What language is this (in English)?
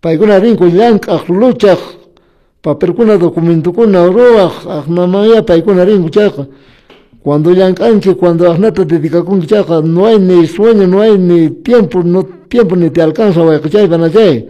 Quechua